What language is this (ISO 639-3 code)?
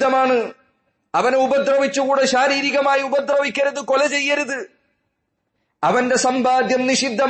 mal